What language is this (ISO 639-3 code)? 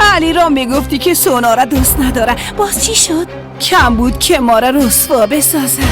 fas